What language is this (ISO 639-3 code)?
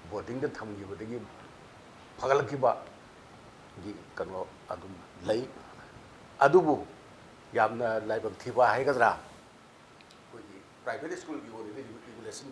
mni